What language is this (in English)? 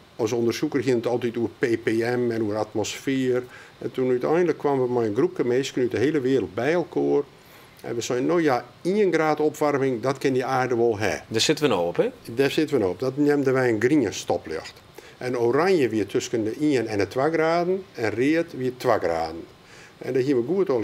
Western Frisian